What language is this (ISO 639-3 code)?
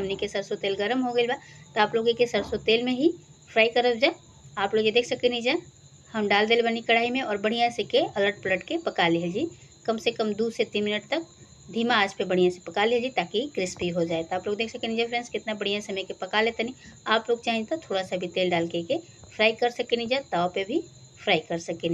bho